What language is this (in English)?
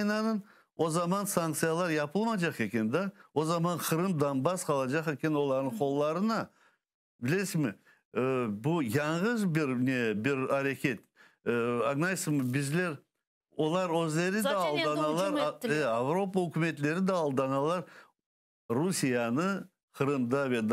Crimean Tatar